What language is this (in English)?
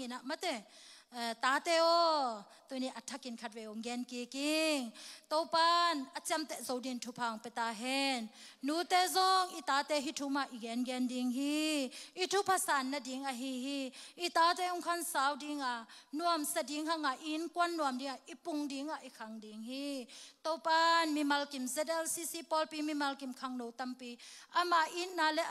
Tedim Chin